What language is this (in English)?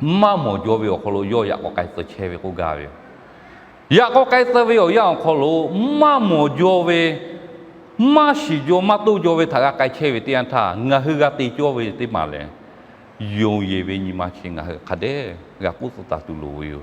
Lahu